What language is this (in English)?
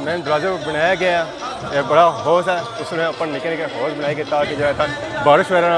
Pahari-Potwari